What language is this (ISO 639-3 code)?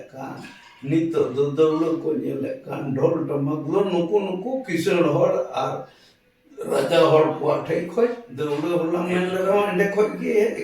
sat